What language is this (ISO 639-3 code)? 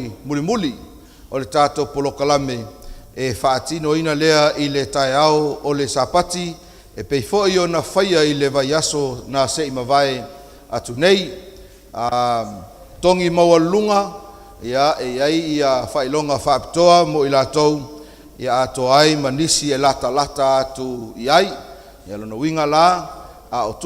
smo